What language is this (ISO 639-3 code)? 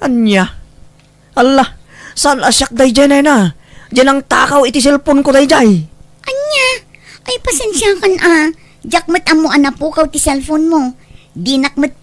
ilo